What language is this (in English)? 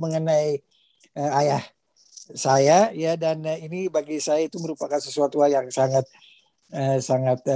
Indonesian